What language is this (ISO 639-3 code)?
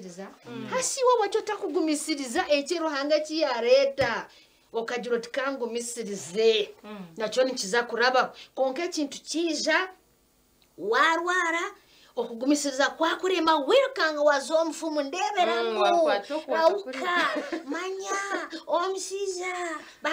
nyn